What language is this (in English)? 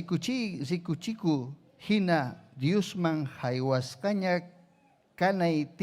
Ayacucho Quechua